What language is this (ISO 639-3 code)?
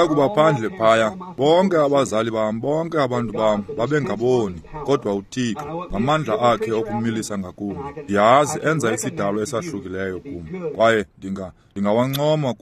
xho